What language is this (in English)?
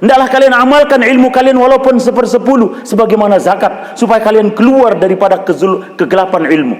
Sasak